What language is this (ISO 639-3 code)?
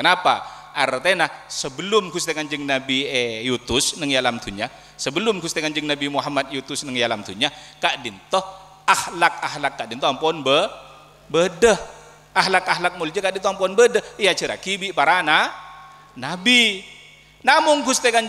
mad